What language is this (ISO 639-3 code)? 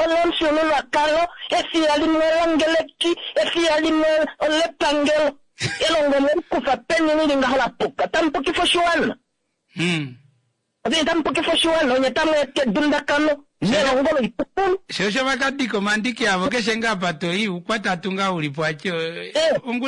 kua